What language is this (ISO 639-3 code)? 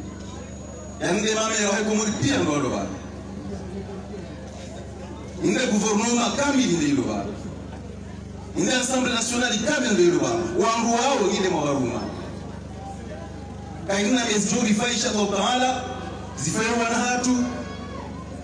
swa